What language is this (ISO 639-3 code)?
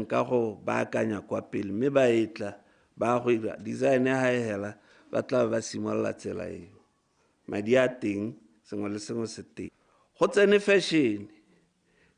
tsn